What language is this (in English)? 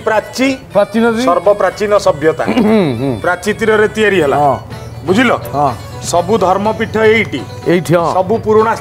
Odia